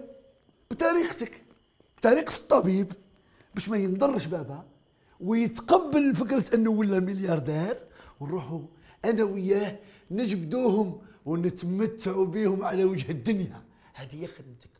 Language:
Algerian Arabic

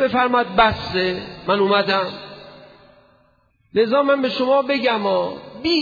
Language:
Persian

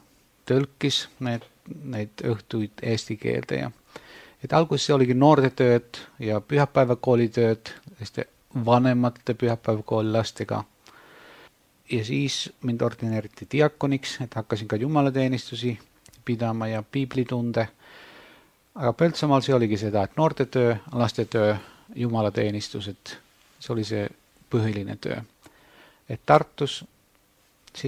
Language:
Estonian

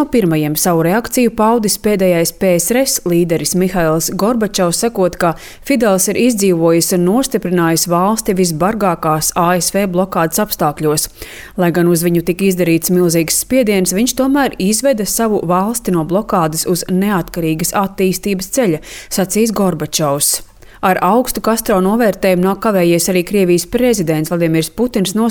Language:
Latvian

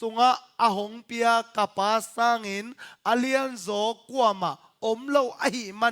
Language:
Tedim Chin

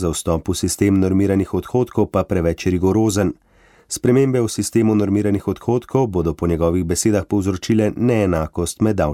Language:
Slovenian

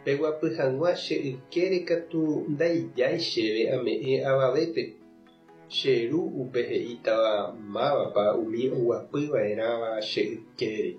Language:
Guarani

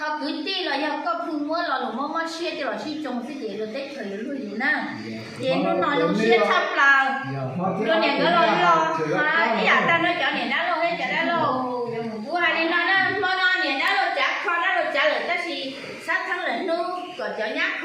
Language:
Hmong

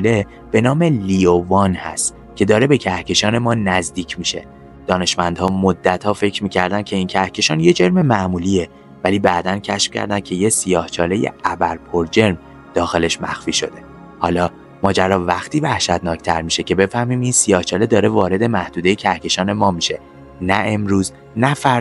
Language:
Persian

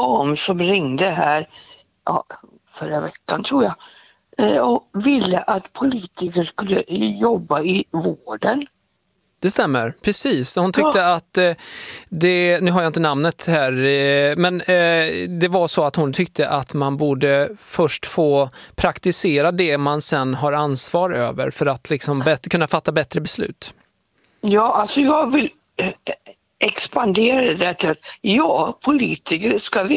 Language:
Swedish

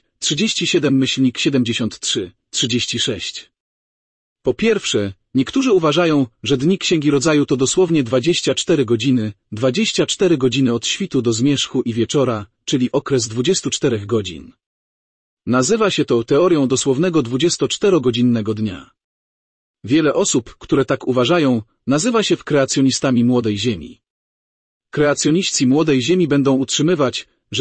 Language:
Polish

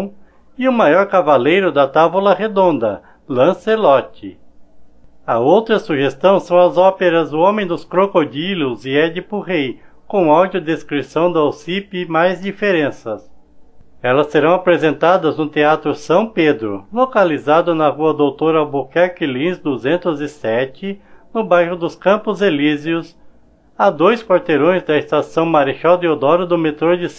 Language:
Portuguese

